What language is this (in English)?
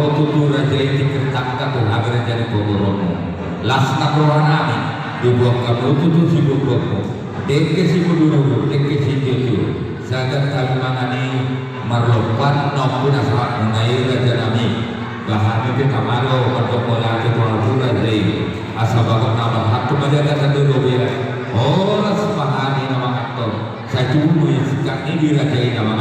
Batak Toba